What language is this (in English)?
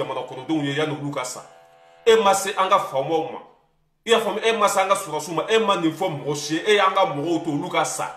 Bambara